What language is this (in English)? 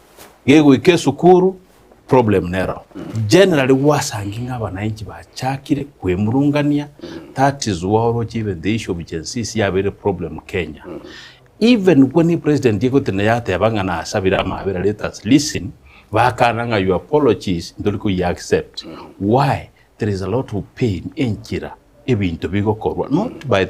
Gusii